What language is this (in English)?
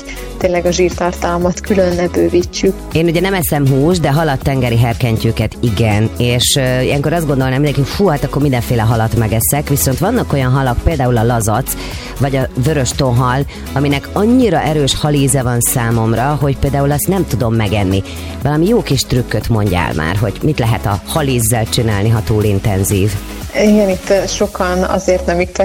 Hungarian